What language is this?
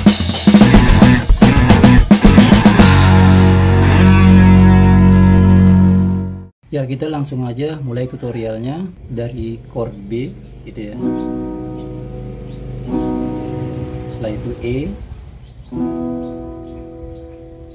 Indonesian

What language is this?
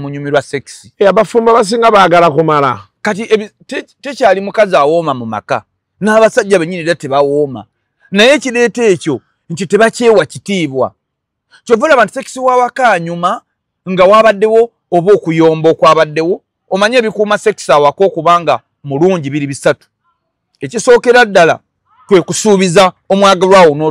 Ganda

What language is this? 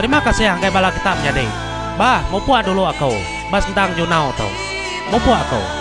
Iban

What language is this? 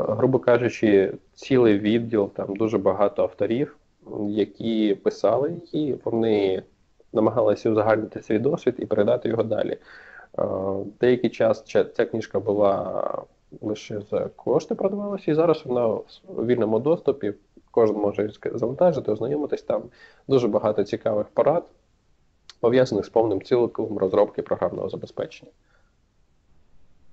Ukrainian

